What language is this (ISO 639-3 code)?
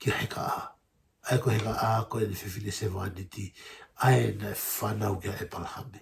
ton